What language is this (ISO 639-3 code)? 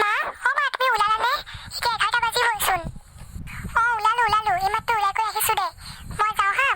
asm